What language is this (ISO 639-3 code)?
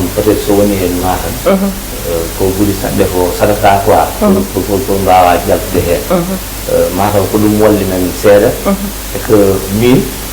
ful